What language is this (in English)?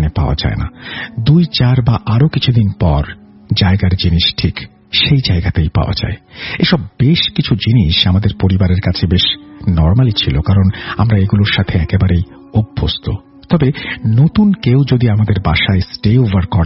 Bangla